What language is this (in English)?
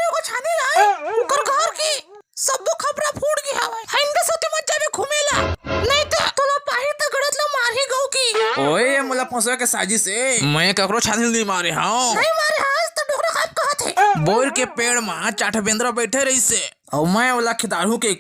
Chhattisgarhi